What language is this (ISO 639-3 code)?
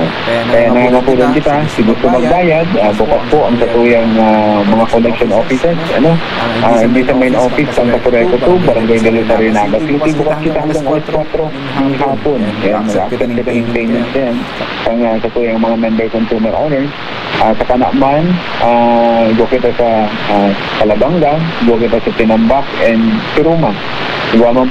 bik